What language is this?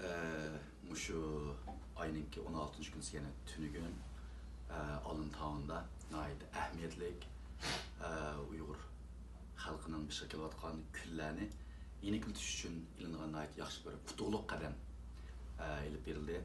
Uyghur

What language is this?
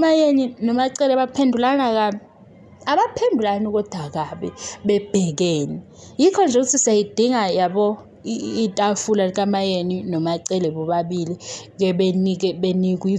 Zulu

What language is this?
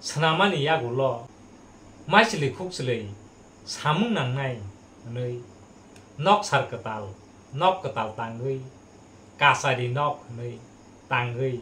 Kok Borok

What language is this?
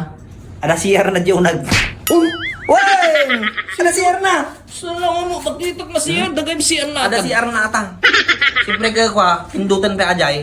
Iloko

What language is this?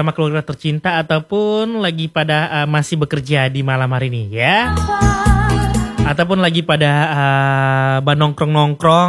Indonesian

